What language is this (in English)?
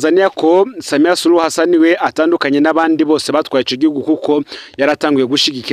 Rundi